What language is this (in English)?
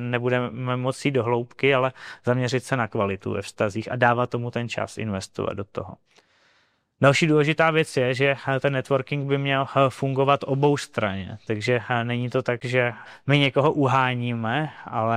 Czech